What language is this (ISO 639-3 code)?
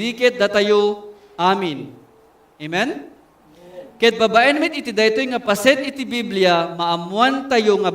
ilo